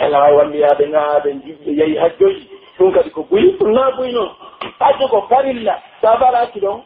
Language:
Pular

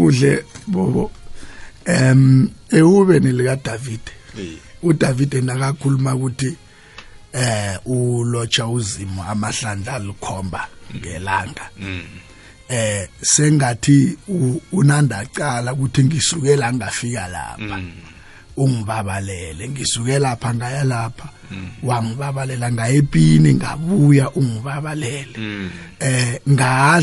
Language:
South Ndebele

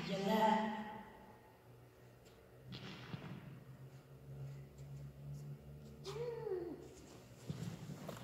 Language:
Afrikaans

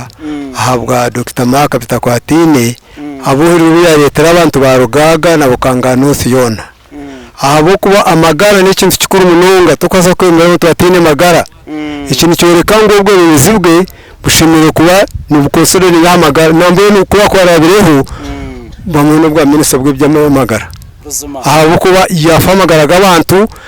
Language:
Nyankole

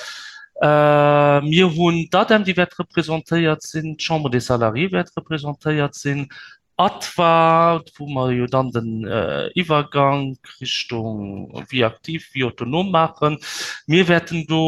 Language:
Luxembourgish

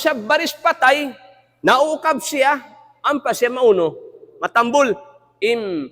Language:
Tausug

